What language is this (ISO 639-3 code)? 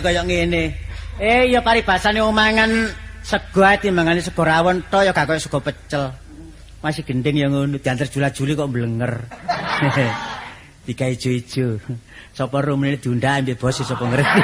jav